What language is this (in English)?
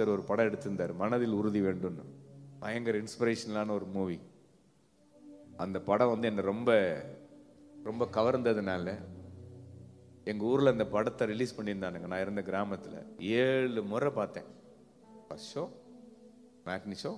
Tamil